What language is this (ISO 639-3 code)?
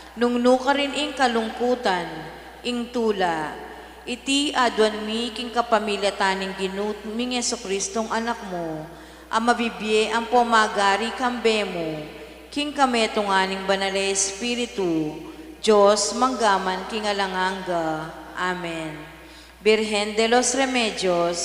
pam